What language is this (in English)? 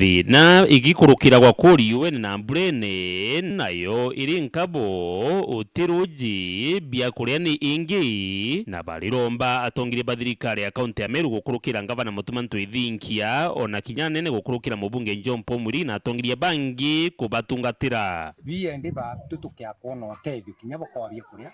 Meru